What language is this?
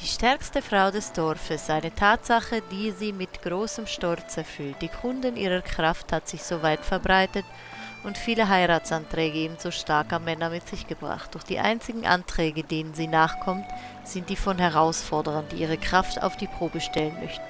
Swiss German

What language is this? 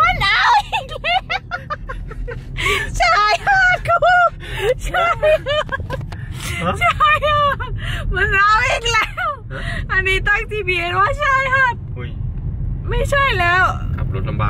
Thai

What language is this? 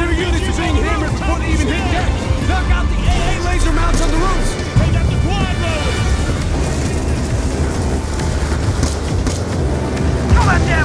English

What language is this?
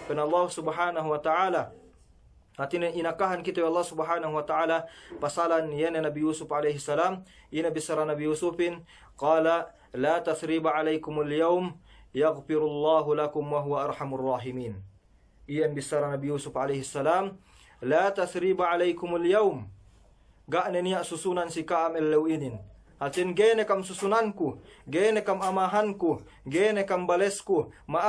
Yakan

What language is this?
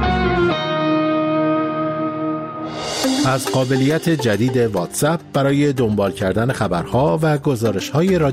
Persian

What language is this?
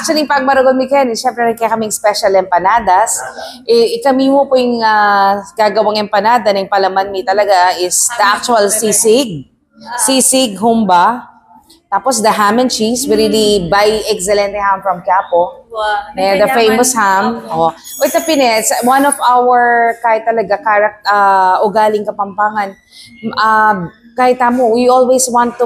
Pampanga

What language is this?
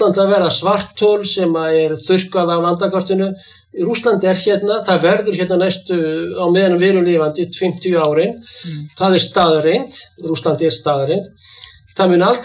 Icelandic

